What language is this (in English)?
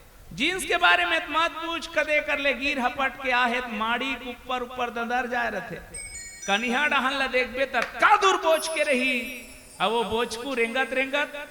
Chhattisgarhi